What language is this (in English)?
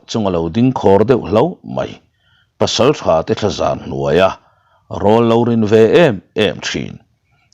Mizo